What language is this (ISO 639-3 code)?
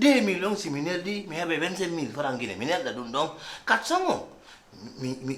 ful